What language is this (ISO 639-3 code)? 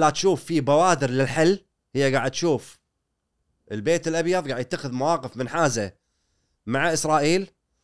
afb